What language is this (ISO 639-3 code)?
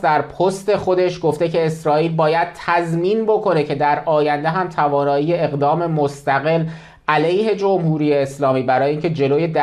fas